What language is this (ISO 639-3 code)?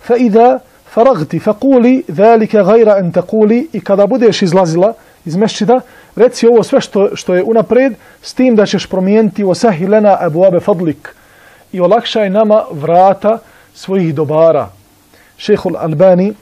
bos